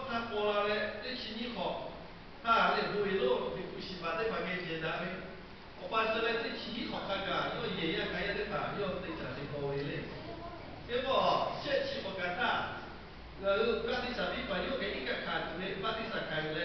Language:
Lahu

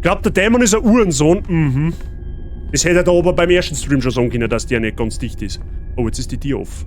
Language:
Bavarian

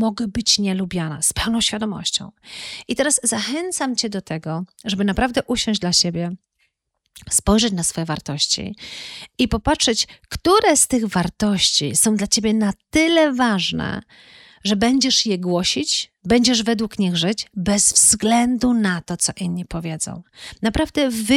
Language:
Polish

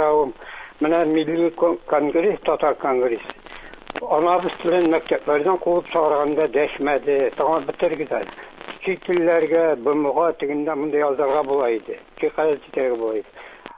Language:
Tatar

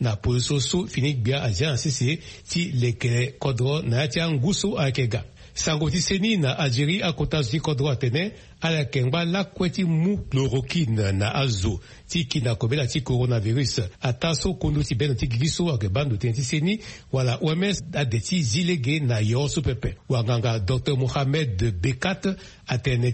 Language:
Sango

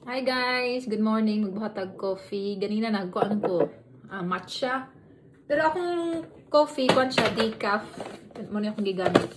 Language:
Cebuano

